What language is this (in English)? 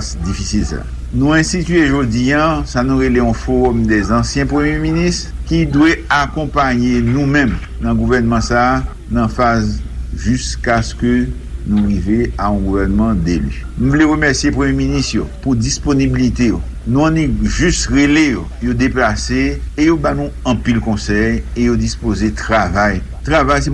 Haitian Creole